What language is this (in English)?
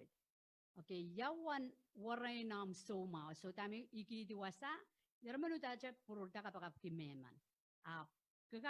Pohnpeian